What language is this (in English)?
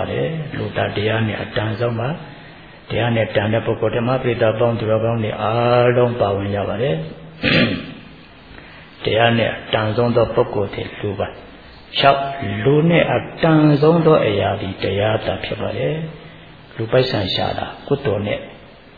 Burmese